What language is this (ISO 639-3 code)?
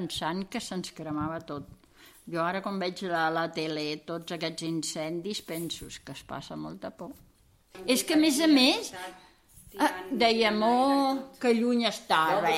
cat